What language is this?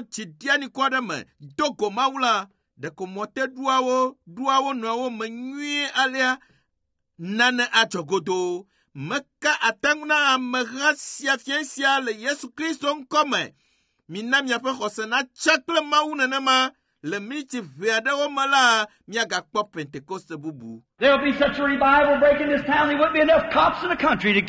Ewe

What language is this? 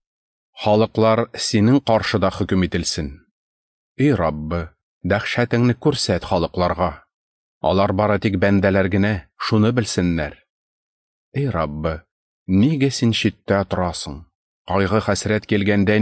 Tatar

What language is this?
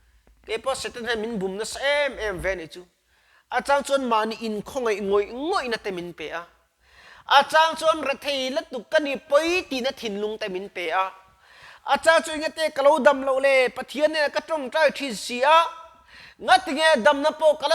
Mizo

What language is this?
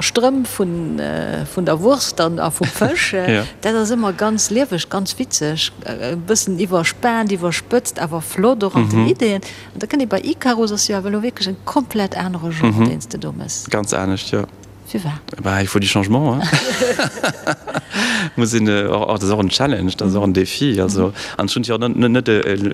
Luxembourgish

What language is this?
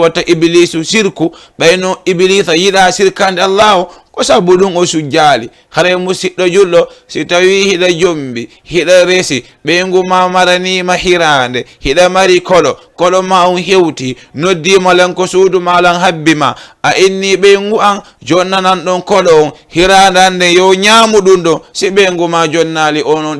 Fula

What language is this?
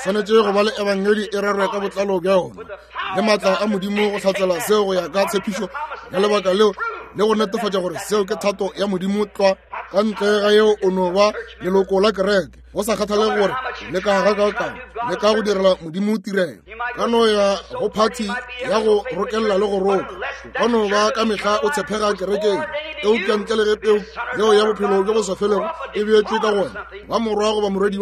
Northern Sotho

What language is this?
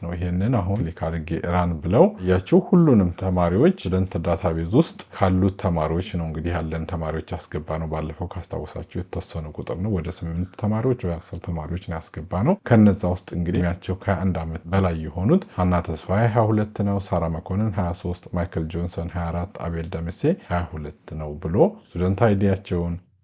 Amharic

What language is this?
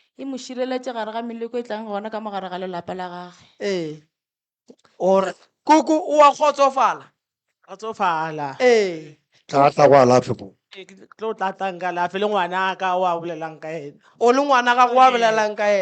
Northern Sotho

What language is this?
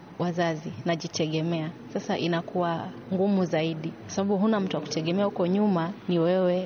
Swahili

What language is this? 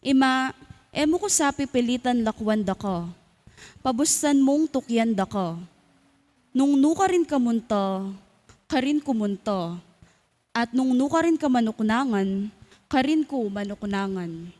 Pampanga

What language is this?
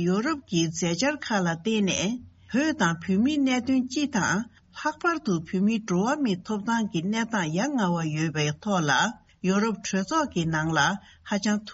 Tibetan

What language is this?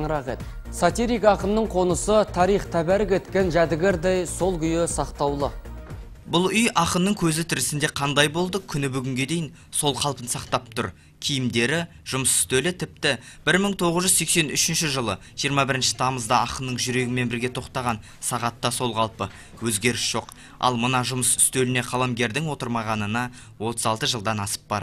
Kazakh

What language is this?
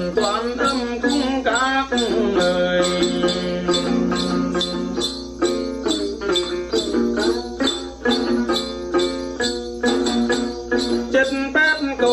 Vietnamese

